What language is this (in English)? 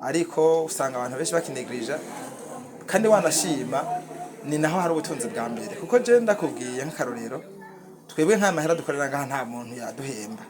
Rundi